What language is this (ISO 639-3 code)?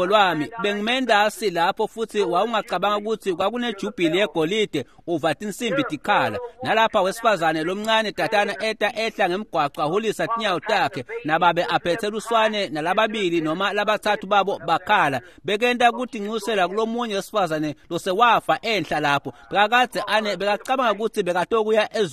ssw